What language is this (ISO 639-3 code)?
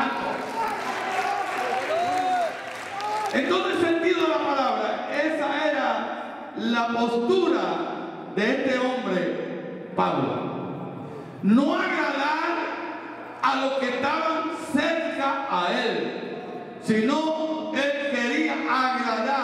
spa